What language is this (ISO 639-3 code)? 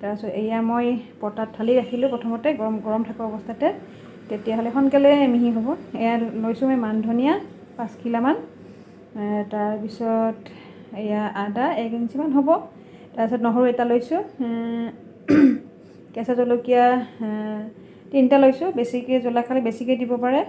asm